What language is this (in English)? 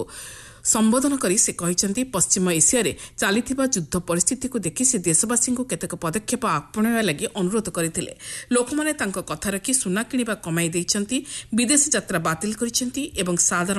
Odia